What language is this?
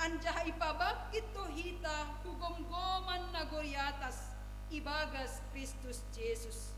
Batak Simalungun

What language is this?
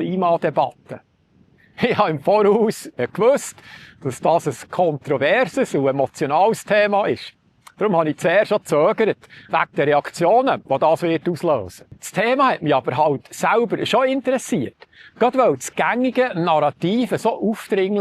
Swiss German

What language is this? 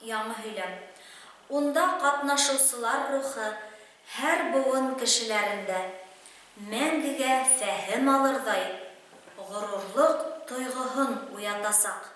Bashkir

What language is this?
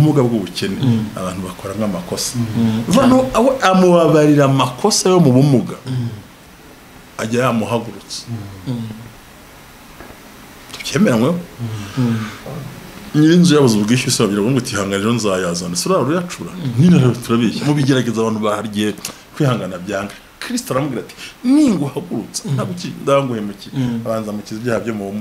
Kinyarwanda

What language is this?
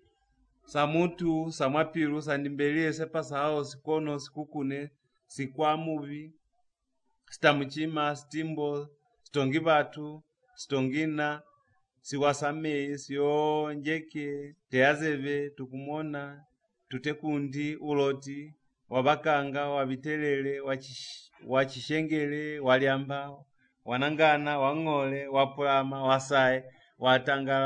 Lozi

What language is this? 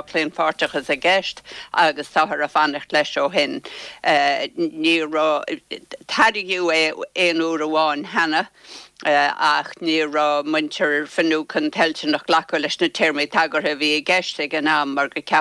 Irish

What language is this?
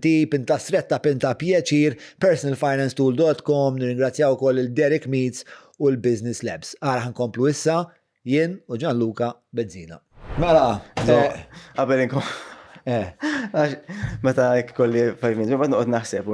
Maltese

